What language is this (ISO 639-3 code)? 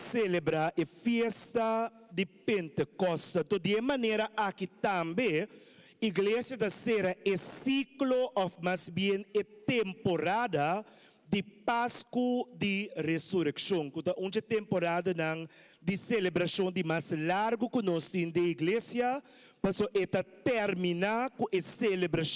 pap